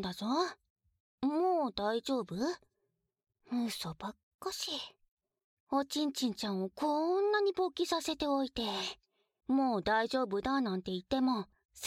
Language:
Japanese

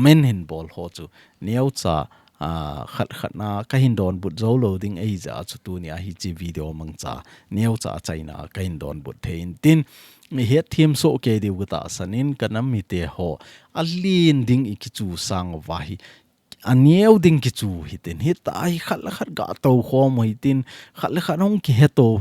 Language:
Thado Chin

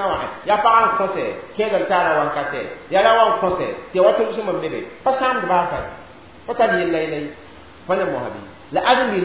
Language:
Mossi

